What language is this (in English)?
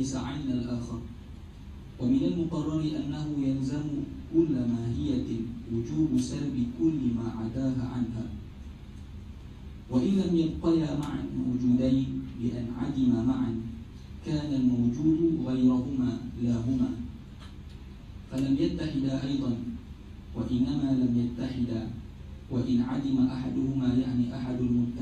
Arabic